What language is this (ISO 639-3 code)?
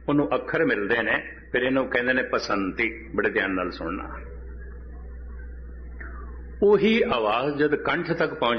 pan